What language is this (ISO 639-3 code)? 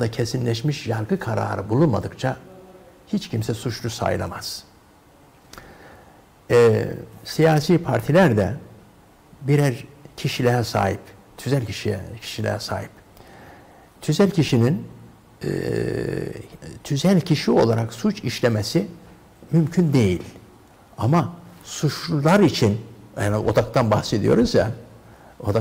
tur